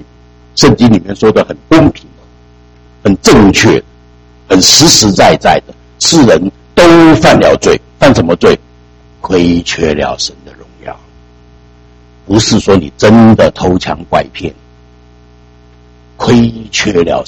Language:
Chinese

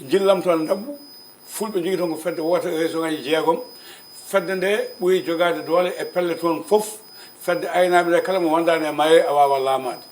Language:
Fula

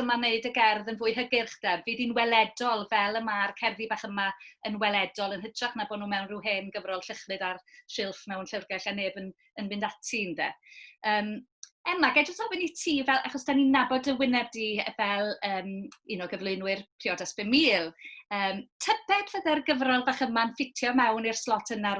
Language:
Welsh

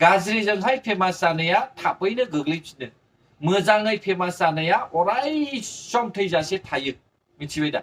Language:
Bodo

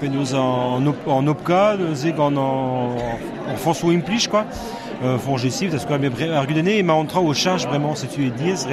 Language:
Breton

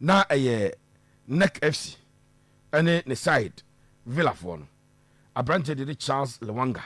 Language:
Akan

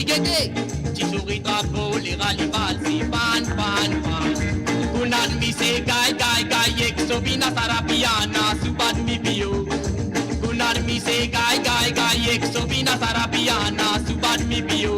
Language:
Morisyen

